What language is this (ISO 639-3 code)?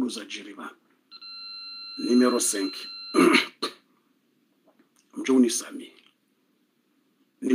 swa